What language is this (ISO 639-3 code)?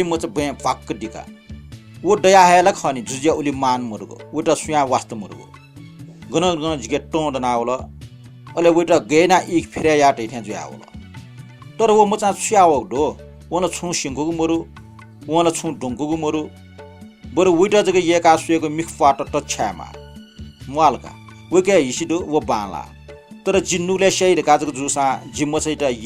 new